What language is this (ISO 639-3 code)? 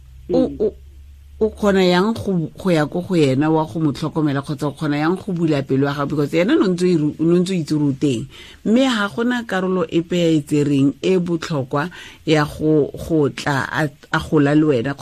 tsn